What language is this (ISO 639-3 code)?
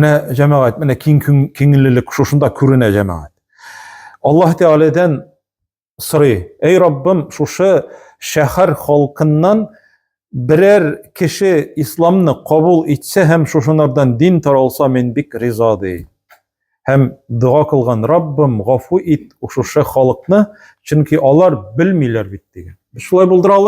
tat